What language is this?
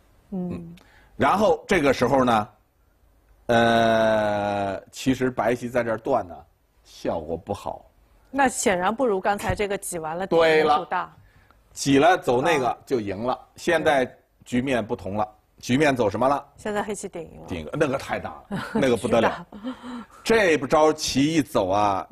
Chinese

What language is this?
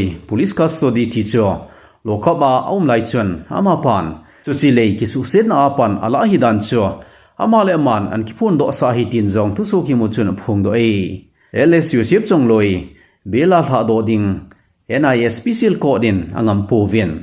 Thado Chin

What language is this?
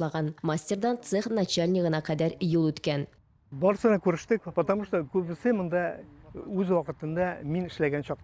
Tatar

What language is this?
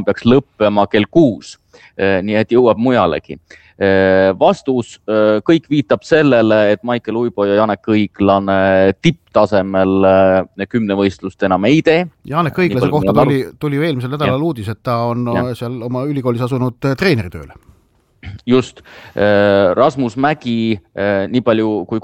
Estonian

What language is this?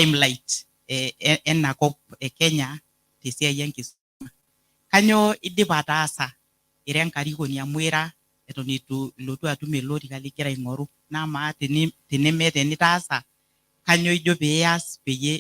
Masai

